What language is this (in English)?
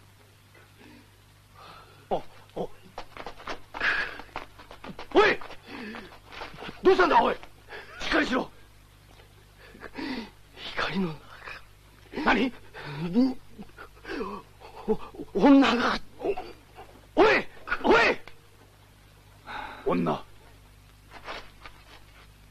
Japanese